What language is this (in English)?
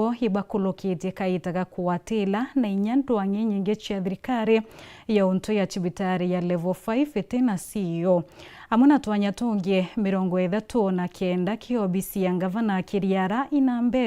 Meru